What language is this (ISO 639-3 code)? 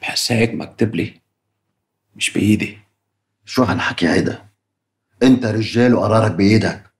apc